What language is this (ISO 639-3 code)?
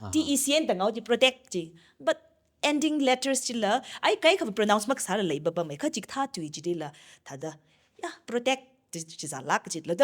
nmf